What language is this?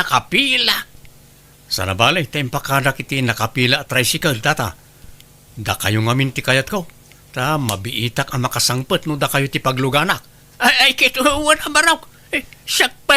Iloko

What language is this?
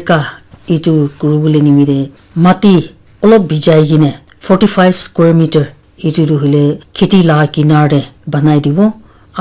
Naga Pidgin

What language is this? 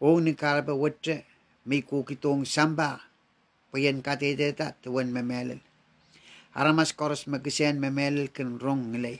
Pohnpeian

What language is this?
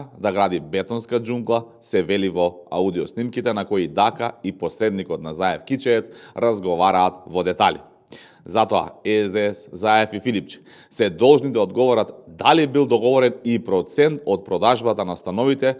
Macedonian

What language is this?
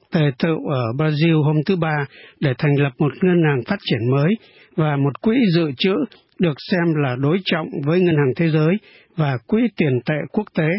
Vietnamese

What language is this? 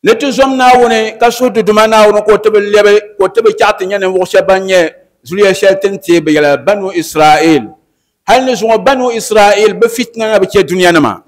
Dagbani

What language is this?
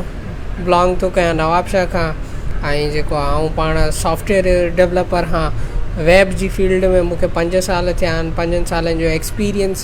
Sindhi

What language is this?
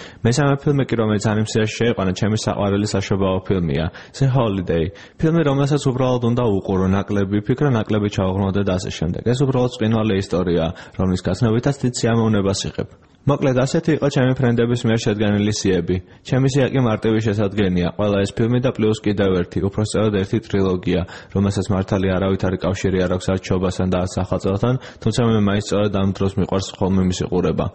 Georgian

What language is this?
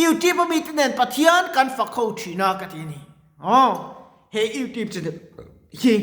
Mizo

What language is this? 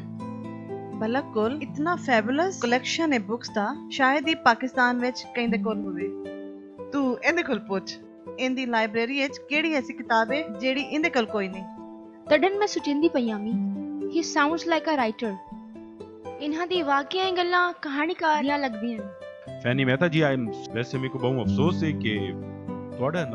Saraiki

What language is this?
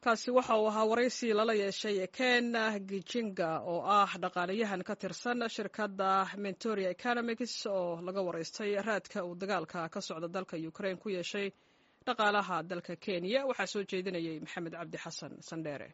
Somali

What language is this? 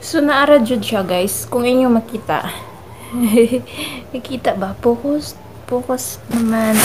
Cebuano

